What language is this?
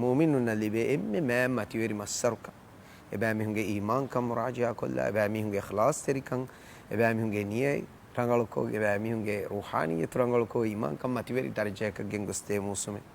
Divehi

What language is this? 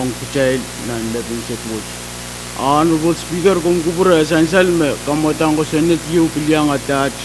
Pohnpeian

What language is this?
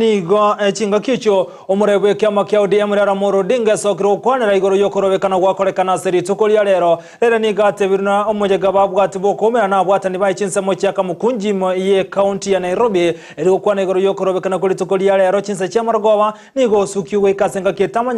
Gusii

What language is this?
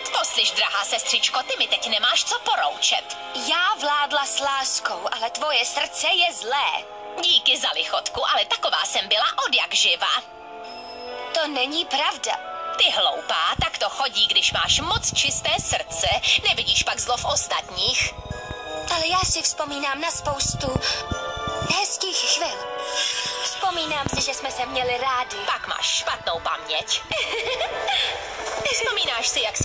Czech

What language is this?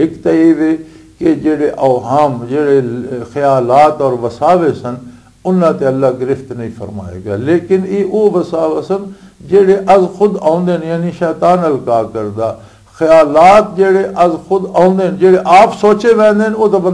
Western Panjabi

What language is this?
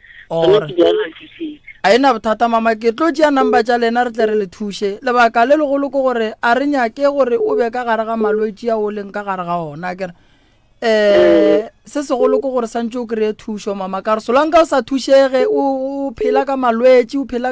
Northern Sotho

